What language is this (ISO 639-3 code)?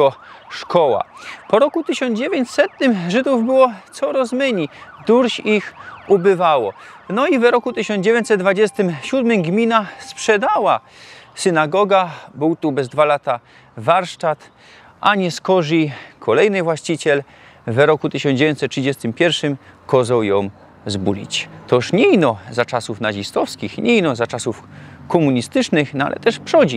szl